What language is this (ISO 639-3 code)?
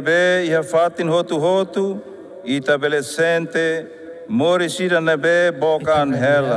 tet